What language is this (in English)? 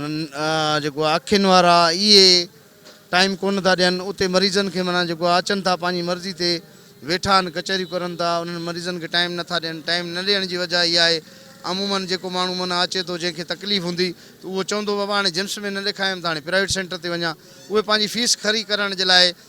Sindhi